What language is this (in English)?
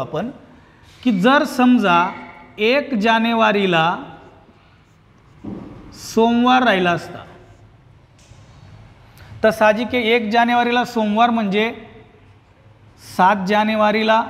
Marathi